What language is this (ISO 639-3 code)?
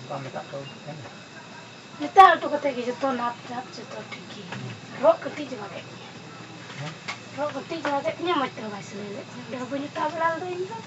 sat